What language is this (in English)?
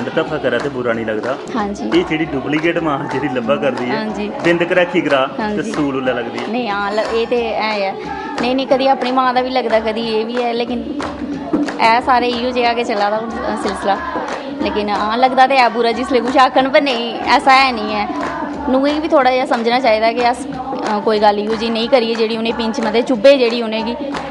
Dogri